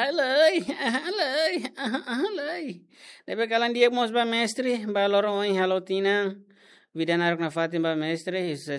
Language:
Tetum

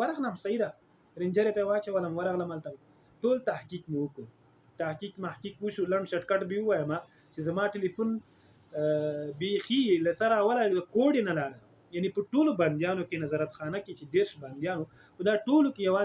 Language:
Pashto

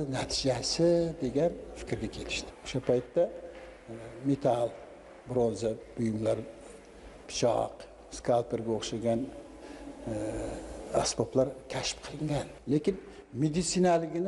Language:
Uzbek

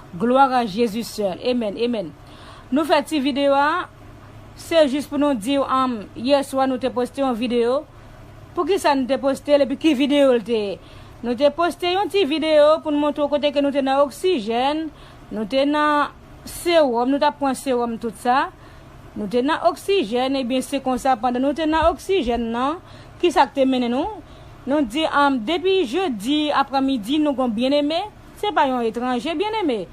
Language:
Haitian Creole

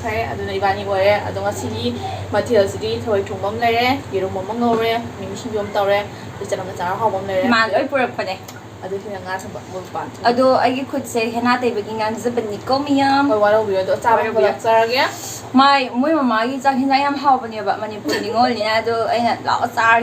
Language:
Manipuri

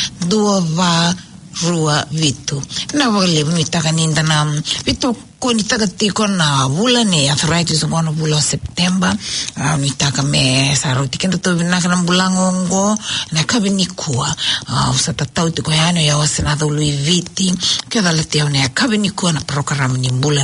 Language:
Fijian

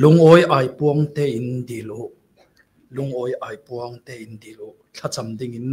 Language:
Falam Chin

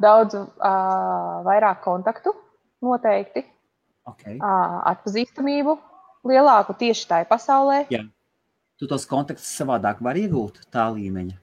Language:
Latvian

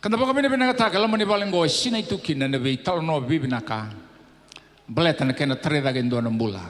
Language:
Fijian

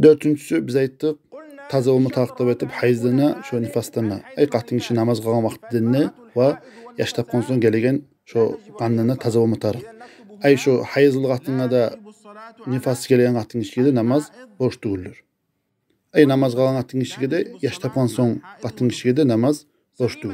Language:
Kumyk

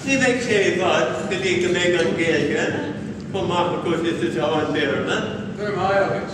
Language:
Irish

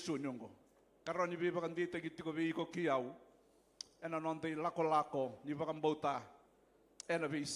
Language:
Fijian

